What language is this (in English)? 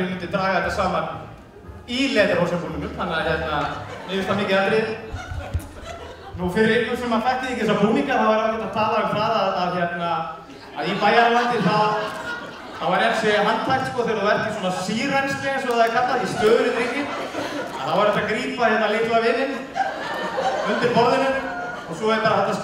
Icelandic